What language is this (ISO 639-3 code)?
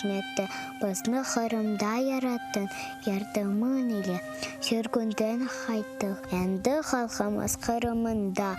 crh